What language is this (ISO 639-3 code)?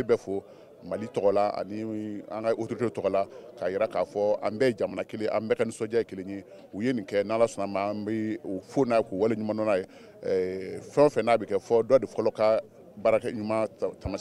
bam